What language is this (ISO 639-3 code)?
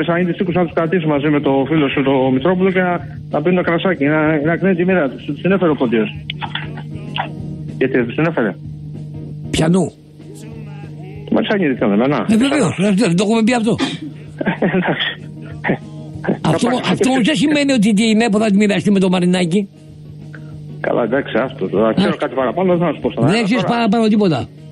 ell